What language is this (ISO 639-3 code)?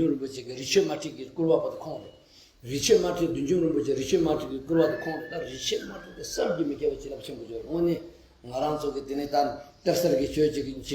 bod